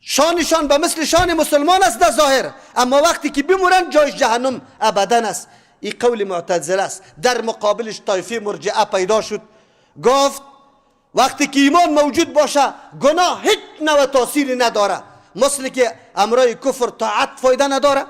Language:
Persian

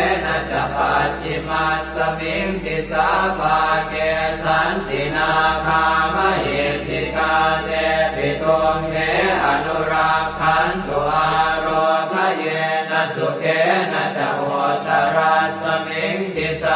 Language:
Pali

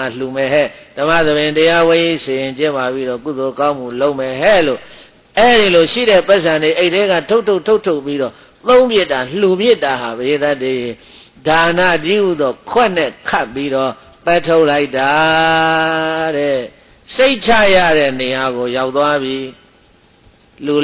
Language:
Burmese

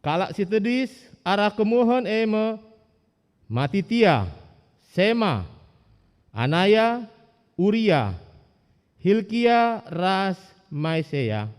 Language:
Batak Karo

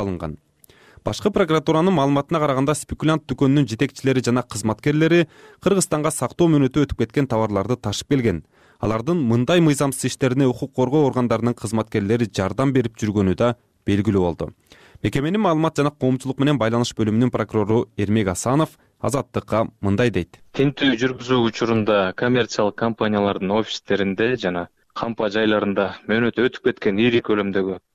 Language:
Kyrgyz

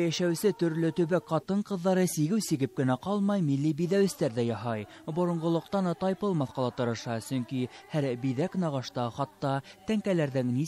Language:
Bashkir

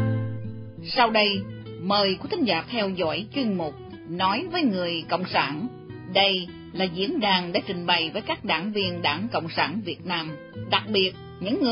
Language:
Vietnamese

